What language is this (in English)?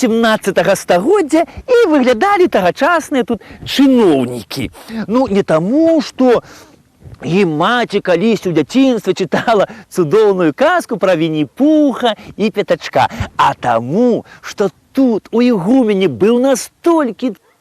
Belarusian